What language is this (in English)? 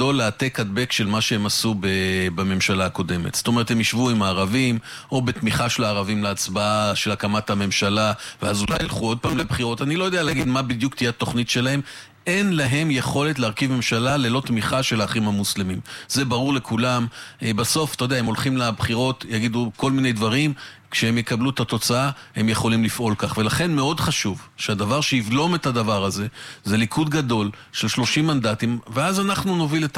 Hebrew